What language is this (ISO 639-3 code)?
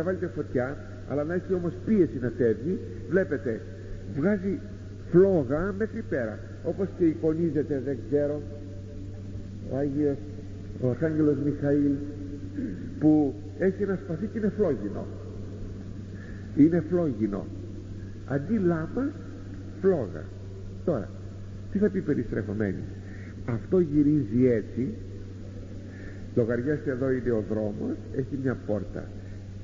ell